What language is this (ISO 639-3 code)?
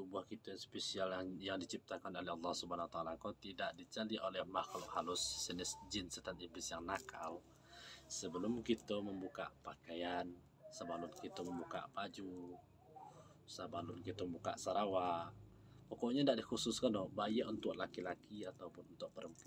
min